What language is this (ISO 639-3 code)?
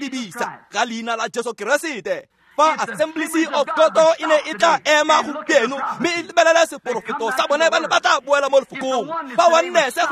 tsn